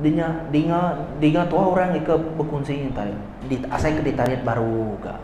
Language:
Iban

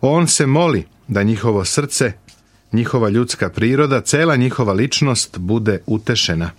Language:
Serbian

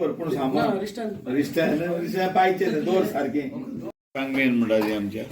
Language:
Konkani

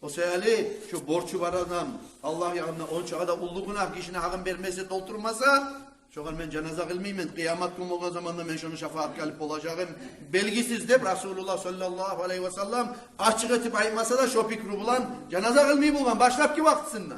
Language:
Kumyk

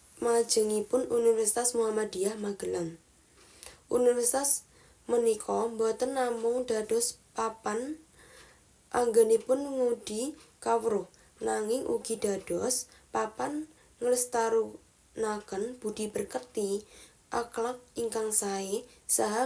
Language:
Javanese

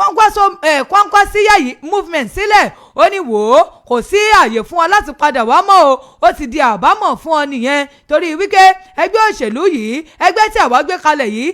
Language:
Yoruba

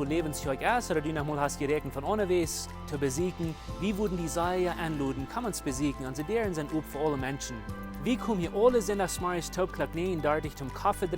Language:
Plautdietsch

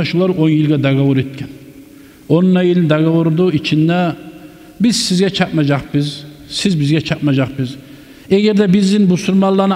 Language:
Kumyk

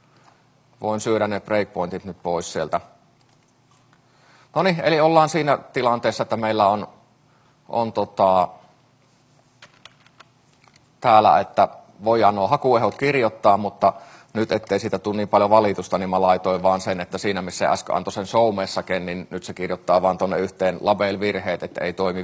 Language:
Finnish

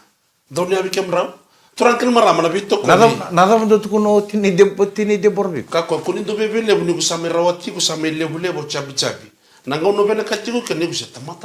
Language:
Fijian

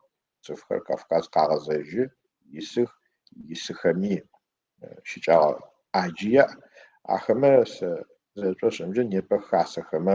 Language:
Adyghe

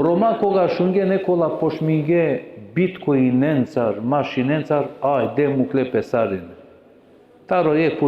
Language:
Balkan Romani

